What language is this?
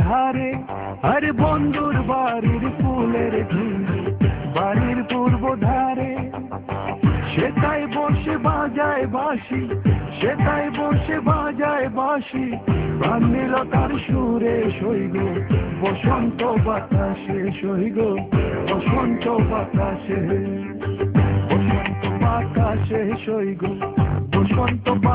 Bangla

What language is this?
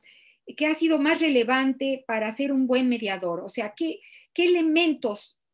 Spanish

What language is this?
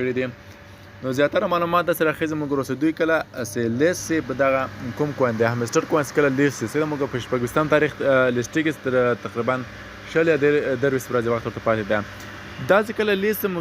Pashto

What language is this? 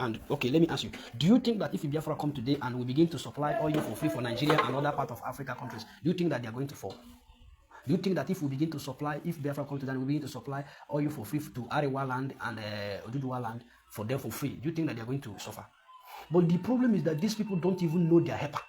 Nigerian Pidgin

